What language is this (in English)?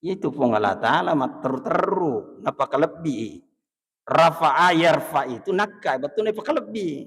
Buginese